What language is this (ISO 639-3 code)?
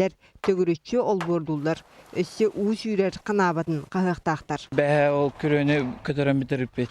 sah